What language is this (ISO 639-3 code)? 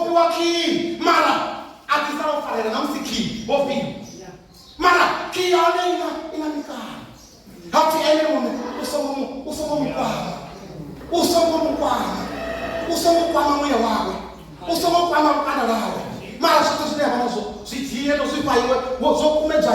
ven